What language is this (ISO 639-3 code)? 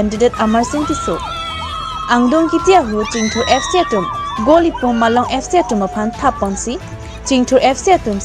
mjw